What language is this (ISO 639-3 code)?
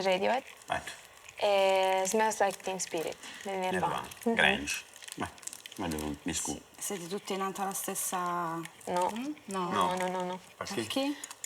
srd